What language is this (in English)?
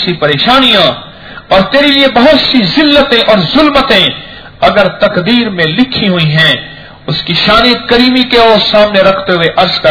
Urdu